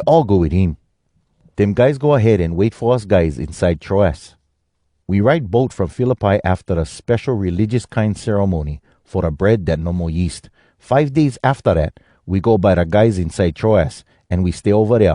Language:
Hawai'i Creole English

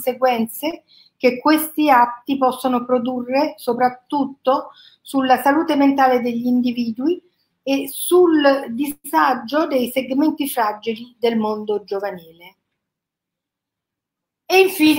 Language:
Italian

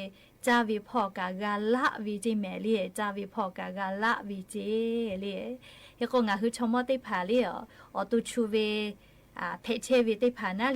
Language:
Lahu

